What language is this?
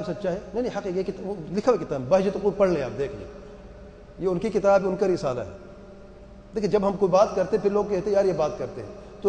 Urdu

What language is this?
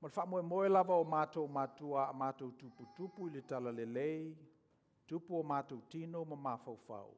Samoan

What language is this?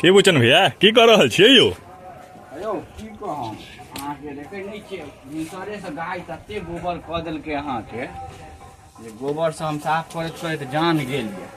Maithili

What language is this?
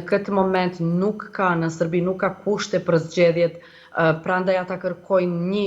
Albanian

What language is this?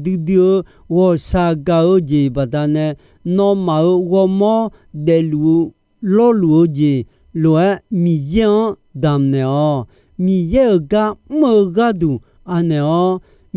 Akha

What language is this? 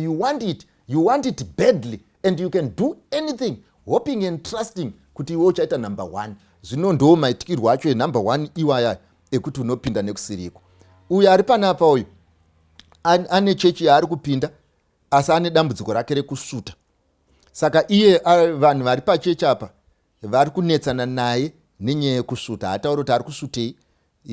Shona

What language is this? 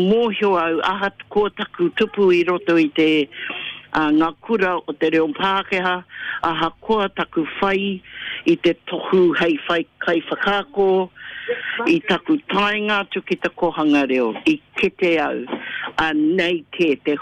Māori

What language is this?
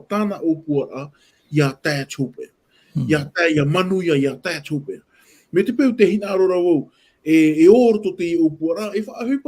Tahitian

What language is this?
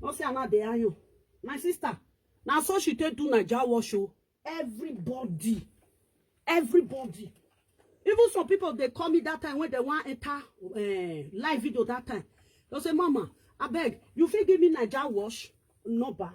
Nigerian Pidgin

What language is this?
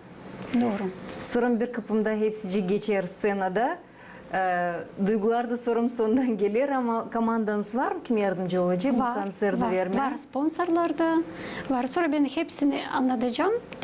Gagauz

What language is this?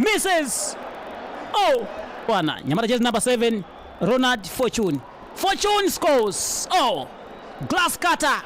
Tswana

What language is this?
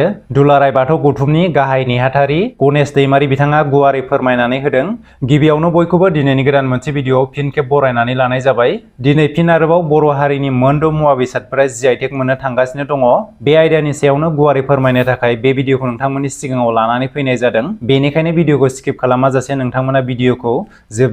Bodo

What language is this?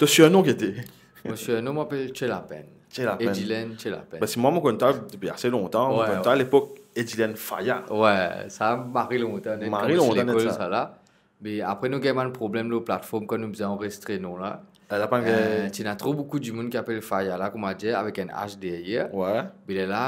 Morisyen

